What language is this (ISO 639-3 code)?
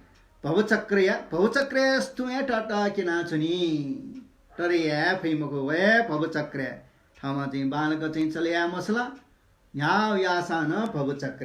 new